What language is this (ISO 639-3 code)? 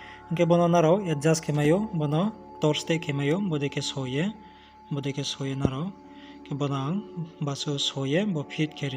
ria